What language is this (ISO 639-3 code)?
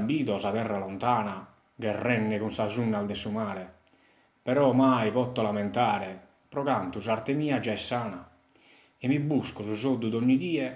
srd